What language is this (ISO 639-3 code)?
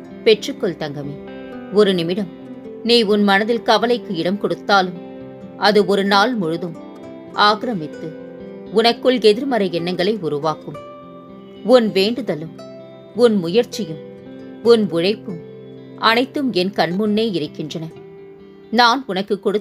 tam